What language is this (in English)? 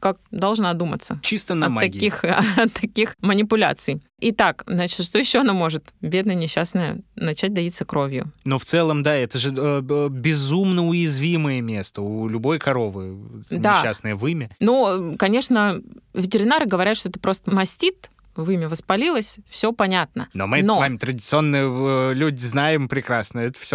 Russian